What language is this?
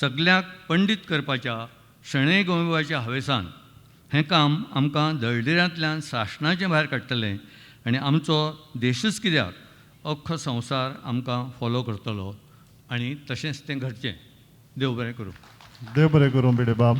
Konkani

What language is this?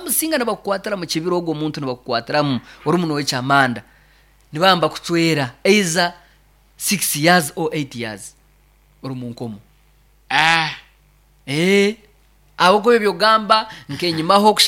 Nyoro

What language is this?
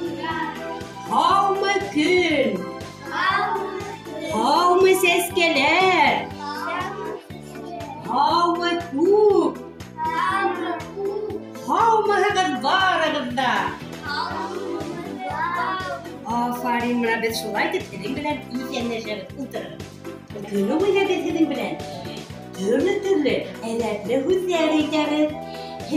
Bashkir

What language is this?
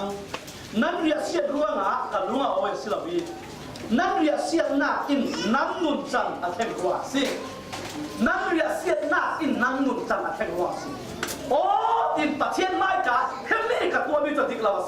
Falam Chin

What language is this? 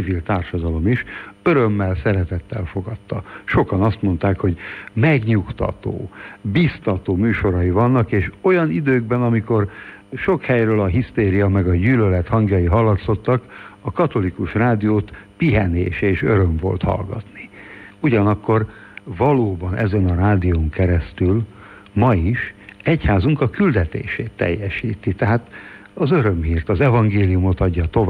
Hungarian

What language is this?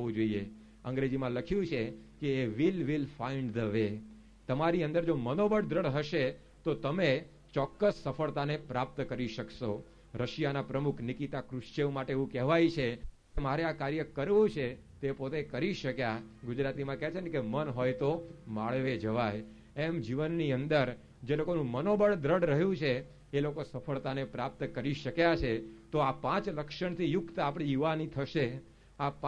Gujarati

